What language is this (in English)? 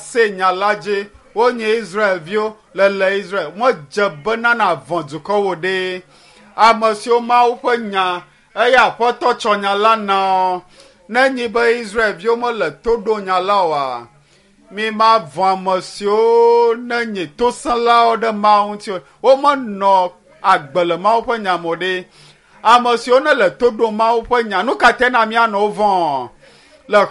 Ewe